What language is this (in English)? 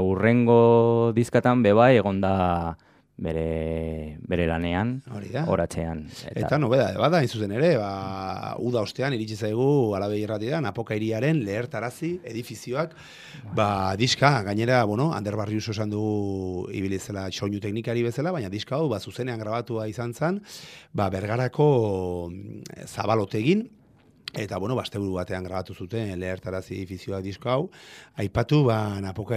Basque